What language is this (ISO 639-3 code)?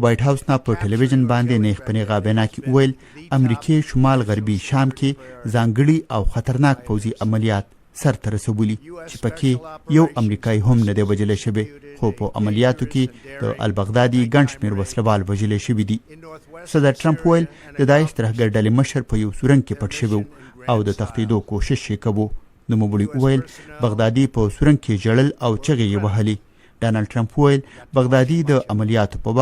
pus